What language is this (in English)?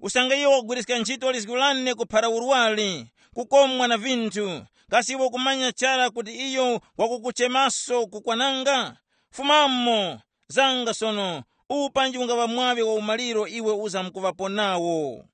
Tumbuka